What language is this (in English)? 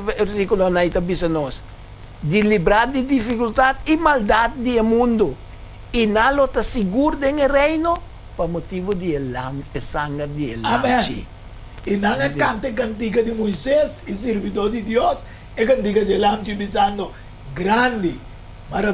Papiamento